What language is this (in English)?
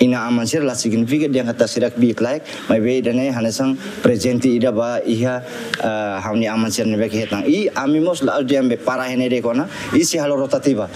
Tetum